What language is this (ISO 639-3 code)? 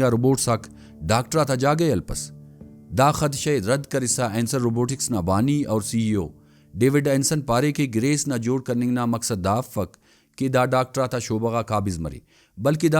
brh